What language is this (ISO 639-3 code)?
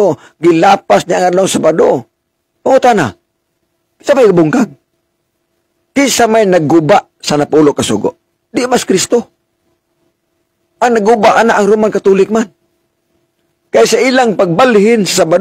ceb